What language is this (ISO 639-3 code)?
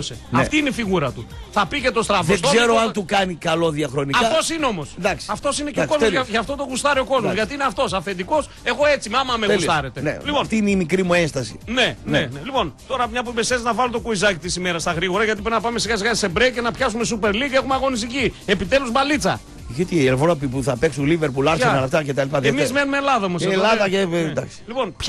ell